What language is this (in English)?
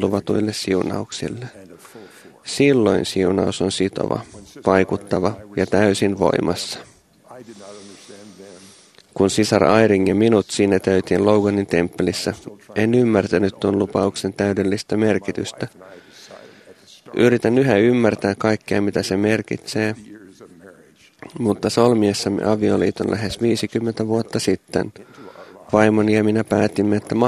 Finnish